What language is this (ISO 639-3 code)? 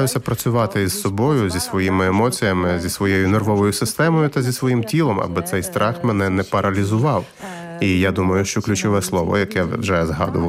ukr